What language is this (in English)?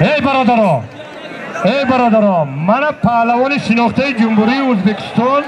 Tajik